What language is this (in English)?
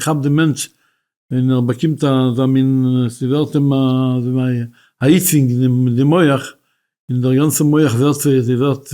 Yiddish